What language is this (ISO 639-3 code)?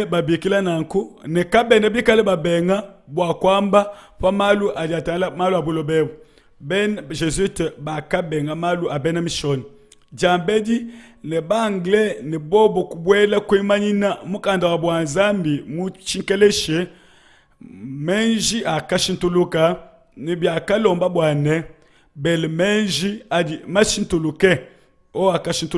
lua